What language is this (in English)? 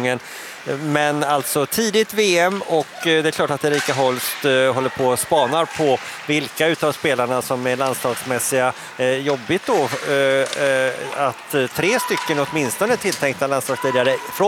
Swedish